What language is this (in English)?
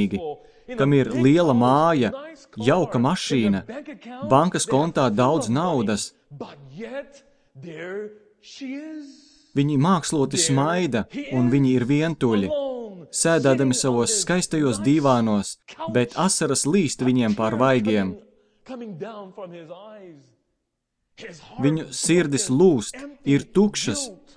Latvian